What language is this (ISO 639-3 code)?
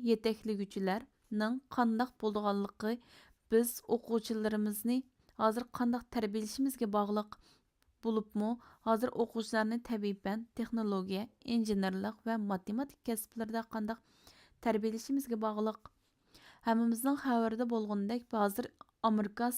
uig